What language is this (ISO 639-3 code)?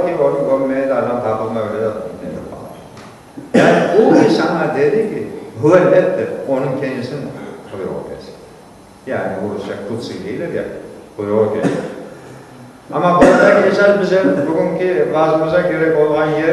crh